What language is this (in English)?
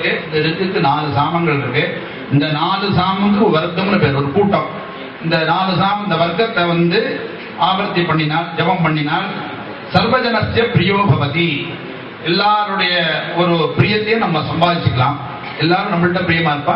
Tamil